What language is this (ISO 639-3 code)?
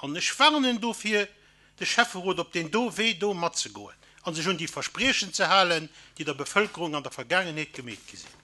ltz